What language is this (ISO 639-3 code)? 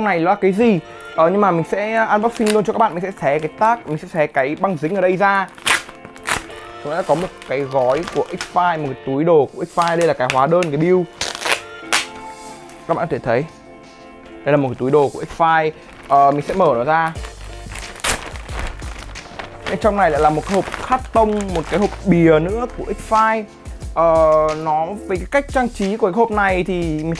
vie